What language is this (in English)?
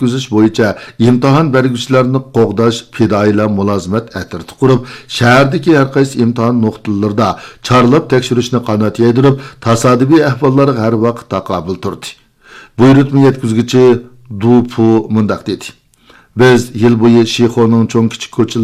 Uyghur